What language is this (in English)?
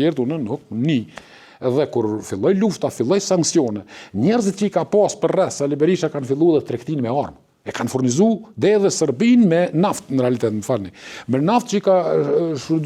Albanian